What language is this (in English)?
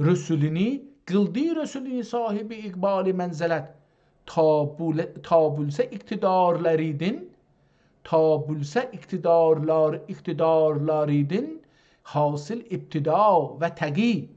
South Azerbaijani